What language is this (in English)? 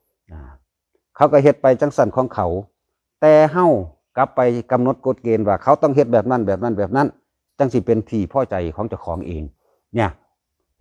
Lao